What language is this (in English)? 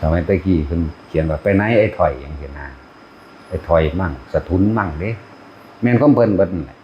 Northeastern Thai